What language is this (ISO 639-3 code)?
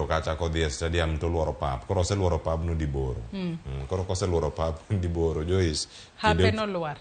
luo